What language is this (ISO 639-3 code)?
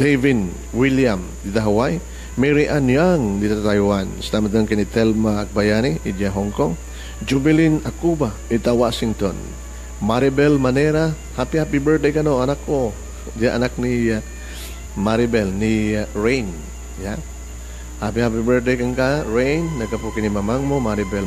ilo